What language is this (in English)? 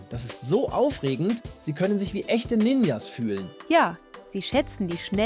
Swiss German